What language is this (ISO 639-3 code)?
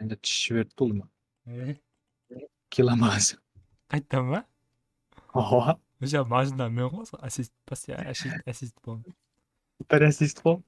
kaa